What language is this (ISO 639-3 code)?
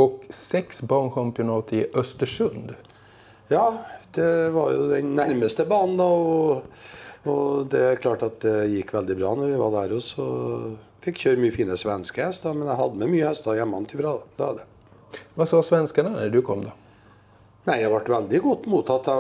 nor